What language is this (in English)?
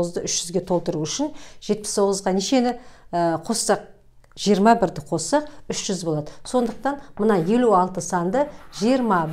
Kazakh